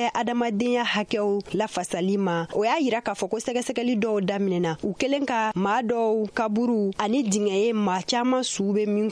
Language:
Bambara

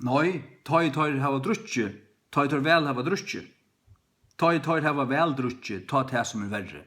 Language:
Faroese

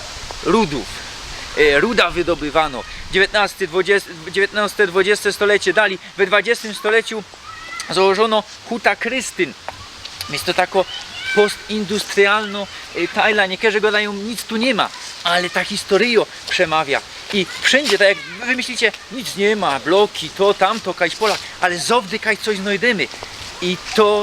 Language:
Silesian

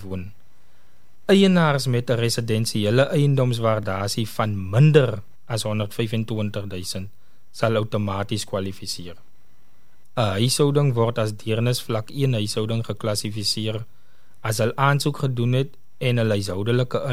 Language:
Afrikaans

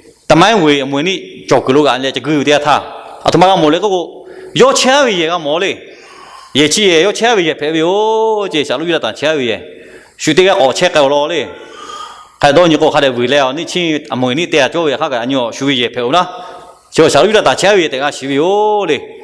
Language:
Lahu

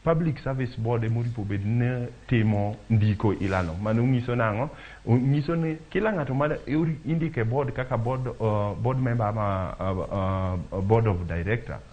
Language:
Luo (Kenya and Tanzania)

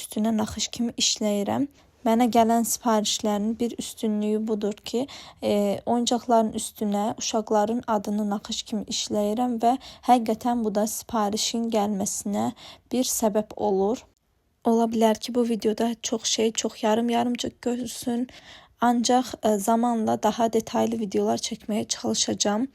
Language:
Azerbaijani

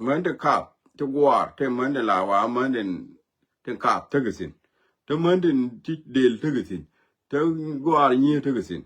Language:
Nuer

